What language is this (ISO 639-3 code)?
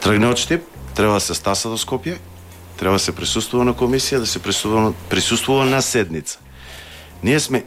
mkd